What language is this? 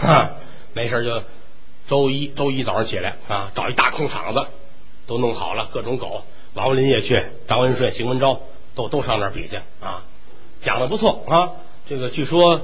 Chinese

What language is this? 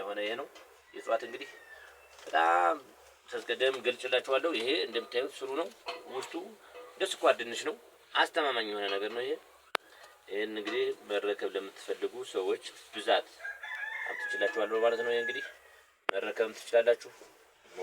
Amharic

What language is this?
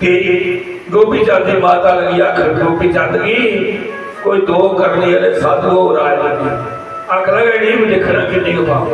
Dogri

